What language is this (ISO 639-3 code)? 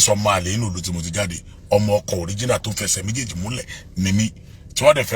yor